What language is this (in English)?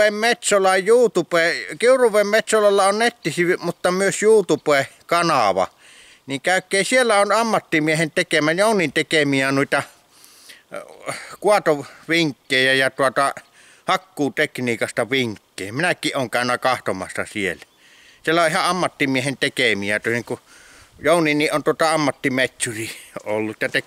Finnish